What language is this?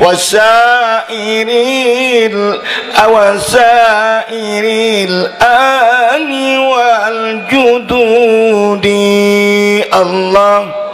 Banjar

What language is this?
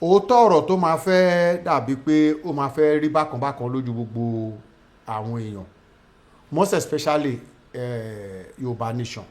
Yoruba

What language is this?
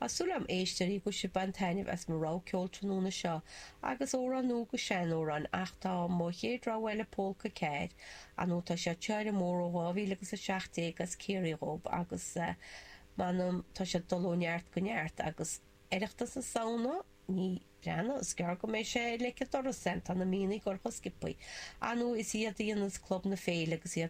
Irish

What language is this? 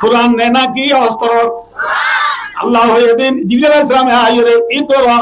Rohingya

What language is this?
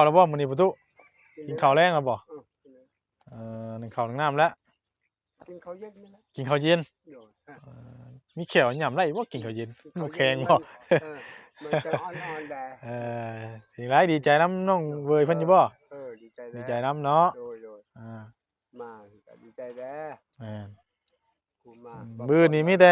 Northeastern Thai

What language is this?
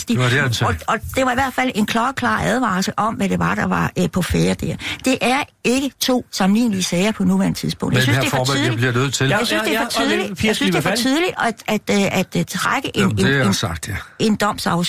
Danish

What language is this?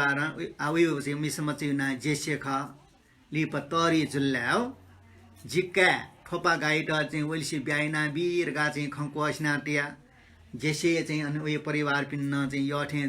Newari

